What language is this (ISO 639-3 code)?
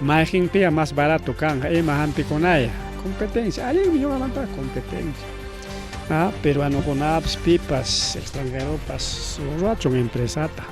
quy